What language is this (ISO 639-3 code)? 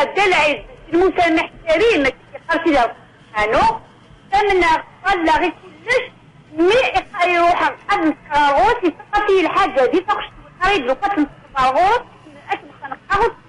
kab